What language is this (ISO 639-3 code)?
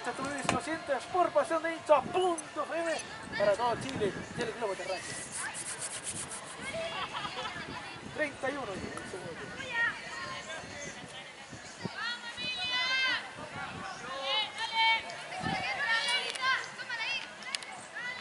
spa